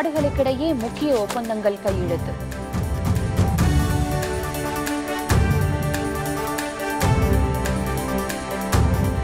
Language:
Tamil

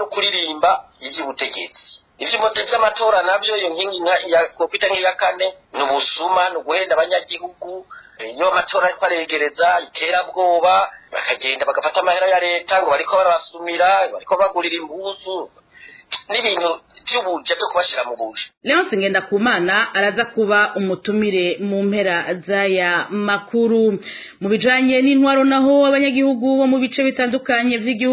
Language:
Rundi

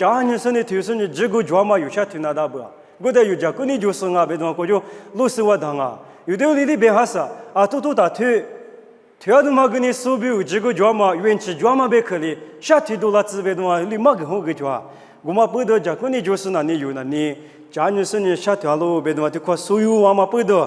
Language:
Lisu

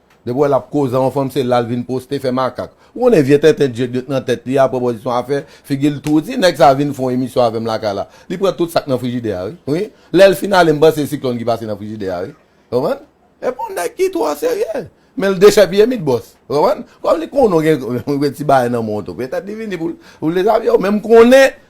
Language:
Haitian Creole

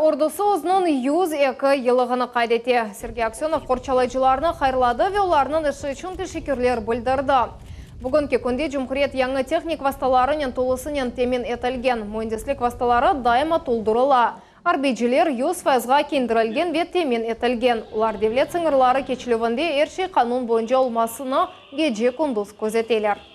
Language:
Crimean Tatar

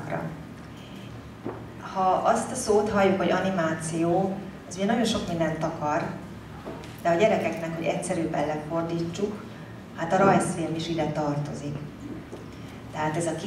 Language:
Hungarian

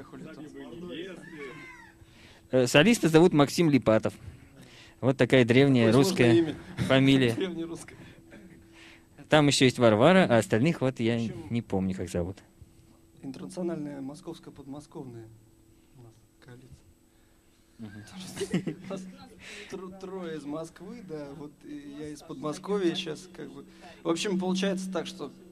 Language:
Russian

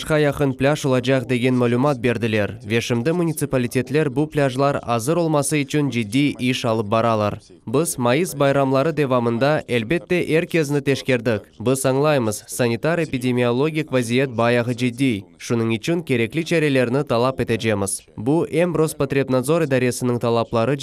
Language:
Crimean Tatar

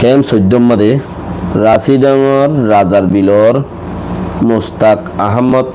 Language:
Rohingya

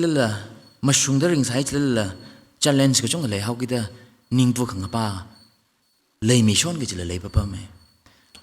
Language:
Tangkhul Naga (India)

